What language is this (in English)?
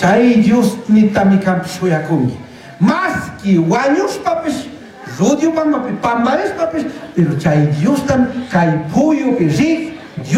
Chimborazo Highland Quichua